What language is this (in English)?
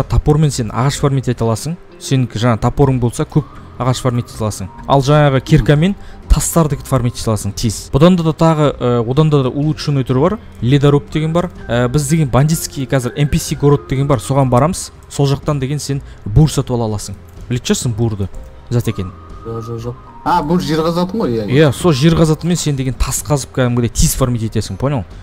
Kazakh